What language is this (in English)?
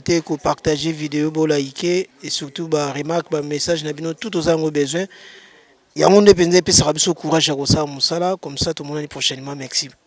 Lingala